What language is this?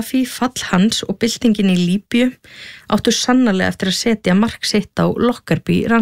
Icelandic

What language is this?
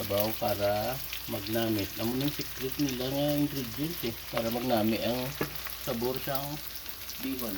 Hiligaynon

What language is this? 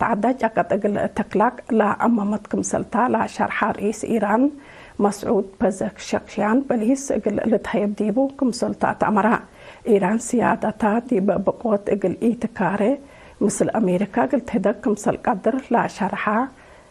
Tigre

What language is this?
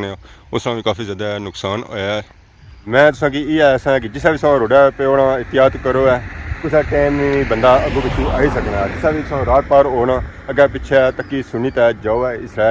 Pahari-Potwari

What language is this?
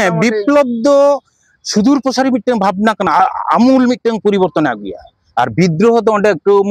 Santali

